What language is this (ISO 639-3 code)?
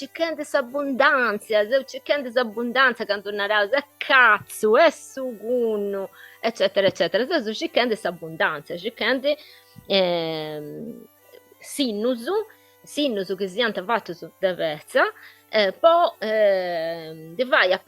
srd